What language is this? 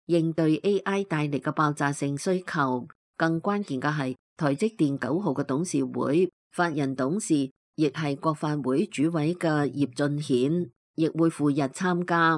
Cantonese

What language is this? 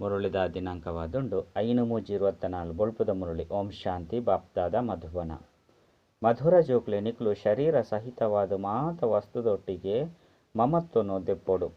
Tulu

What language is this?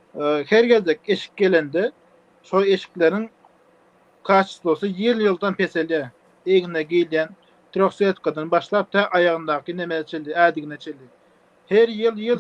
Turkmen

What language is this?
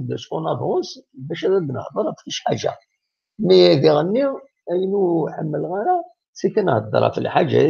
Kabyle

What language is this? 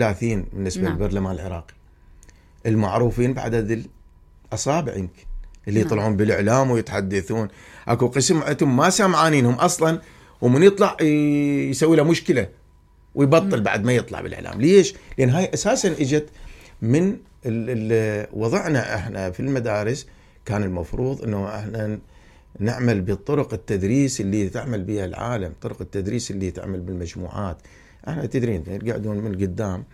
Mesopotamian Arabic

